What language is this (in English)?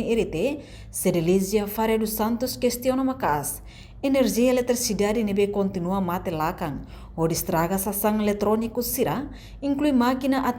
Tetum